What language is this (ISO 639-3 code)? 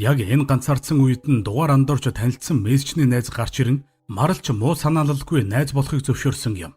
mon